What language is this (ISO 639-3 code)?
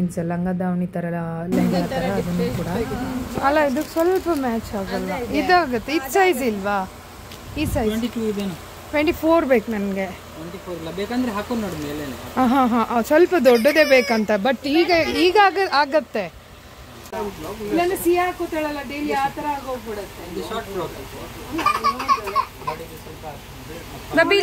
kan